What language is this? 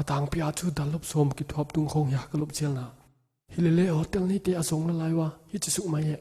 Paite Chin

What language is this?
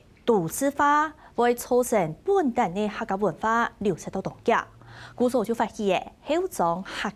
Hakka Chinese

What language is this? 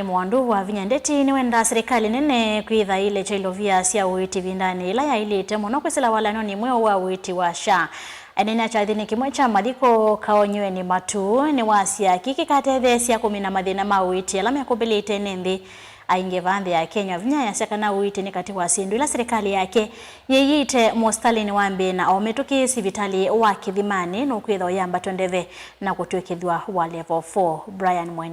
Kamba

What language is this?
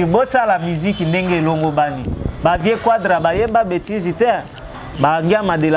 Lingala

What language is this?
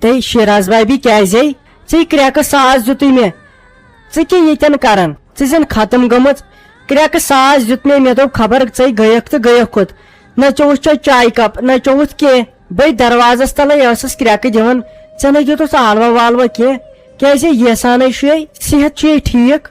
Kashmiri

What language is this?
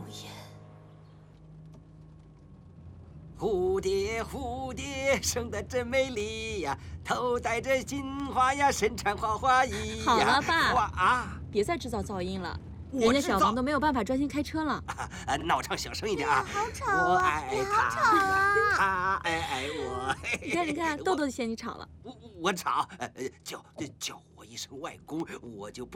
Chinese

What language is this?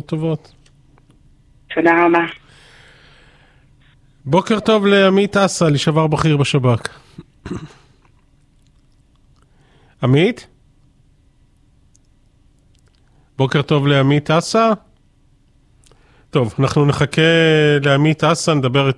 Hebrew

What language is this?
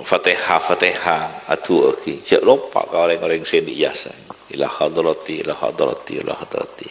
Madurese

